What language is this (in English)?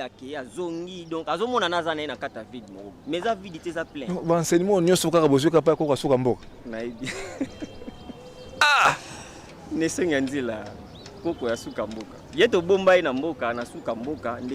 Lingala